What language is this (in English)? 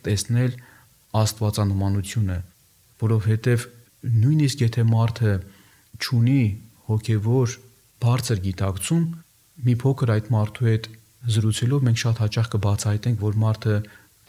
Armenian